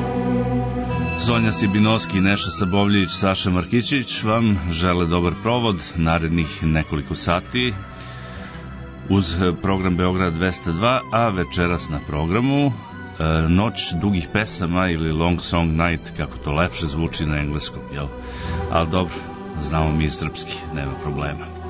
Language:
Serbian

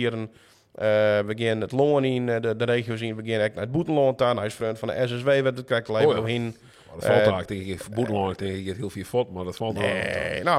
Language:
Western Frisian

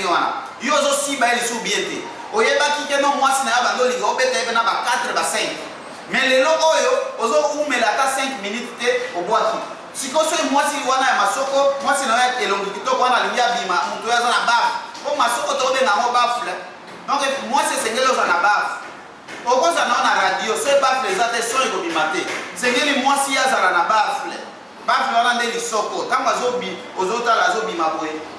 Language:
Lingala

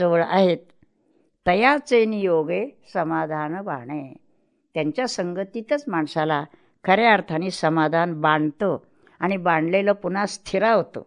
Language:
Marathi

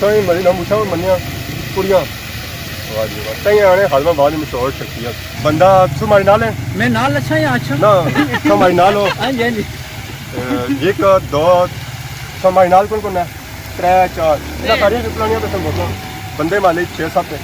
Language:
Pahari-Potwari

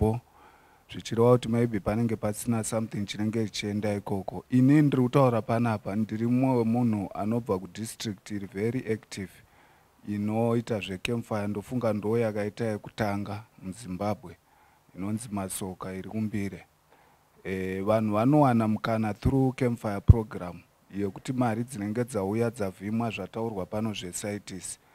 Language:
Shona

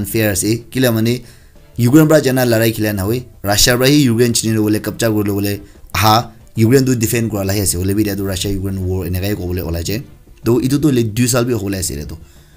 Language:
Naga Pidgin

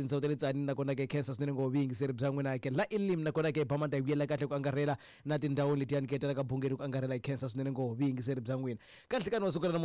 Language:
Tsonga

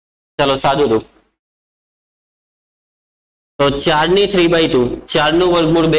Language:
Gujarati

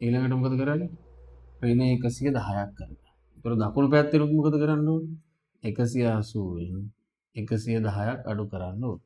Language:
Sinhala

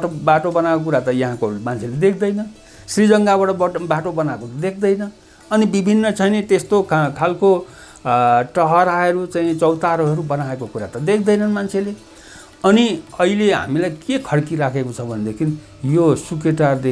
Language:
Nepali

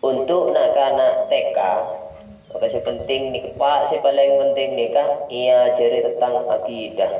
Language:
Madurese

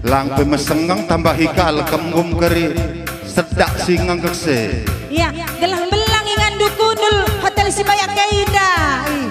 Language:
Batak Karo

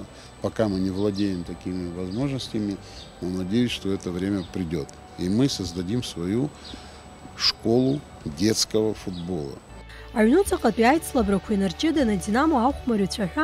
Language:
Abkhazian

